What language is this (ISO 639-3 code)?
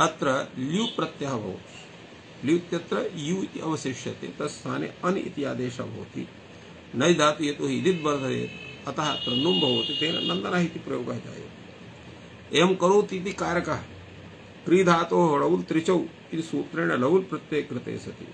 san